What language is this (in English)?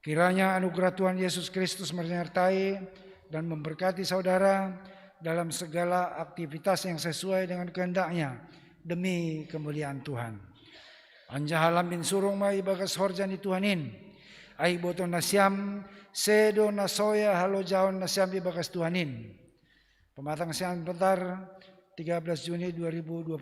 Batak Simalungun